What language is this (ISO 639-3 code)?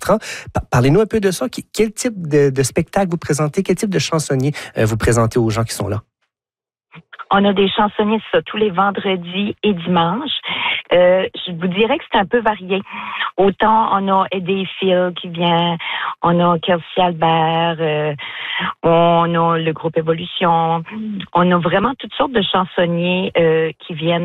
fra